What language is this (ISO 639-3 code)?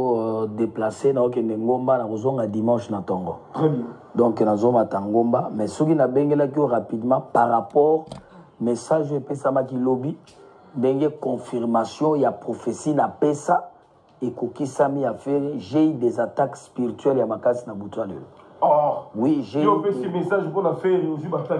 lin